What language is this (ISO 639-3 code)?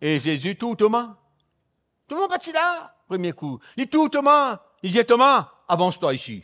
mfe